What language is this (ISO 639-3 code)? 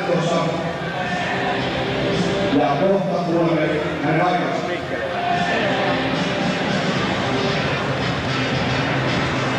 fin